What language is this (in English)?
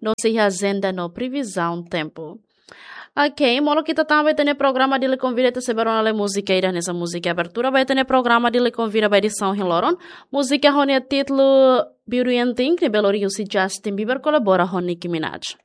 Tetum